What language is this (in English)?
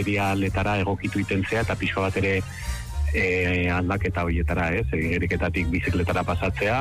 Basque